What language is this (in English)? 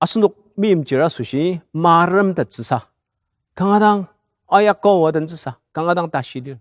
Ao Naga